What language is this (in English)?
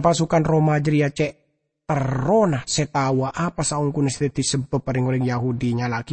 Madurese